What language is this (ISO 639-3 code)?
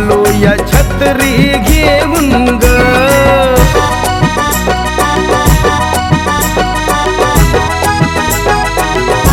mar